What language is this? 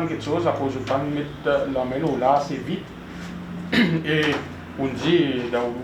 Seselwa Creole French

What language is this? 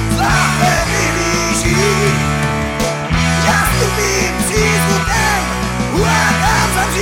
Czech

